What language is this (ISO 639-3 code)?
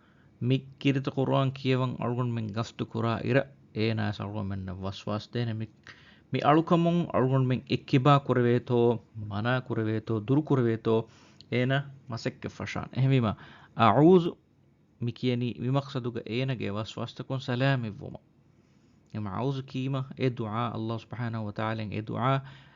div